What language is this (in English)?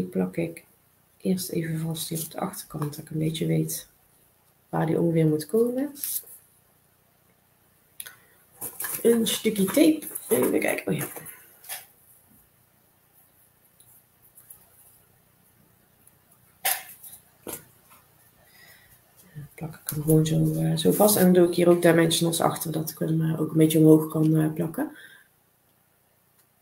Dutch